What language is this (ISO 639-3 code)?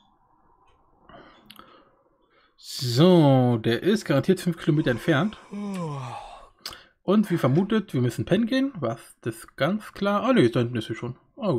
deu